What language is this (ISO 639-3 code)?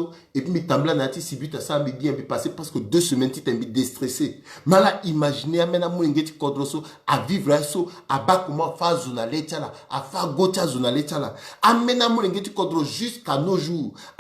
sag